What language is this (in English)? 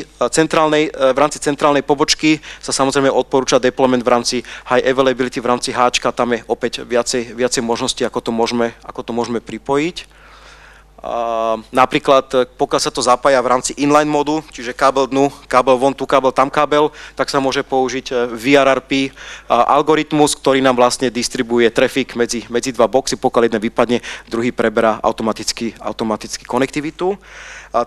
Slovak